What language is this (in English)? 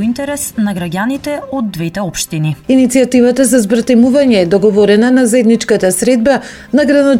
Macedonian